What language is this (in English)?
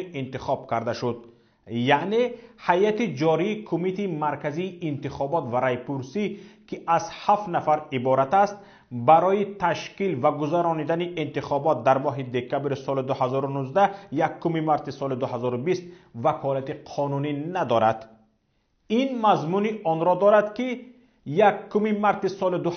Tajik